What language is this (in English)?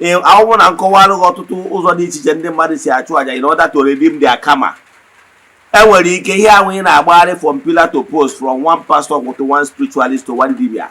Igbo